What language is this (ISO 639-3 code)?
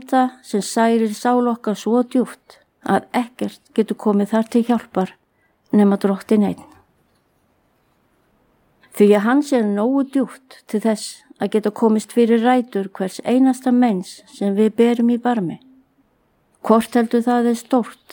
isl